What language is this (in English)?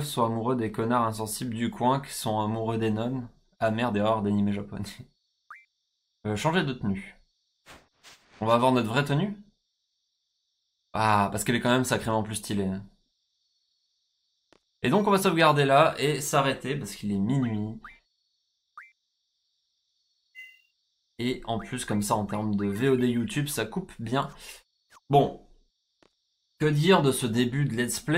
French